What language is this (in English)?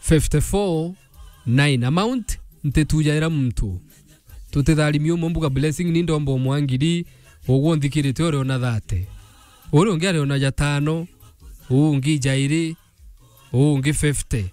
Meru